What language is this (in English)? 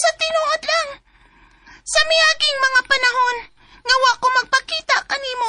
Cebuano